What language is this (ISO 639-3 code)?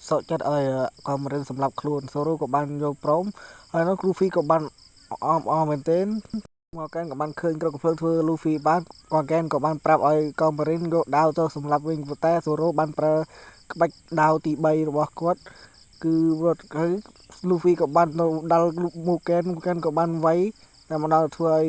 khm